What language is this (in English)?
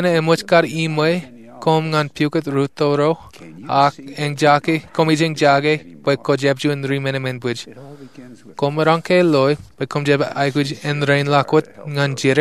Marshallese